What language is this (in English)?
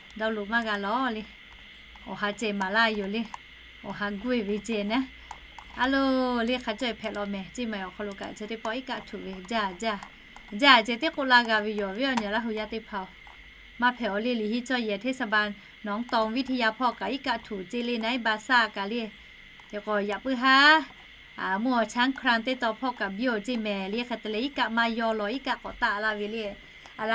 Lahu